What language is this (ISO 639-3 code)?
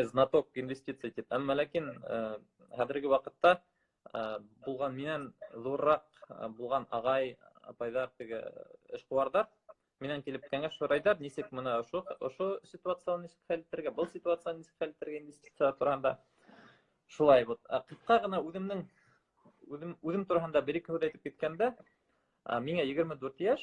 bak